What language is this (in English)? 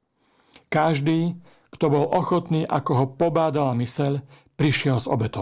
Slovak